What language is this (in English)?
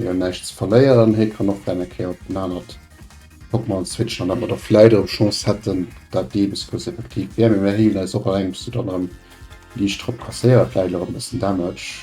Luxembourgish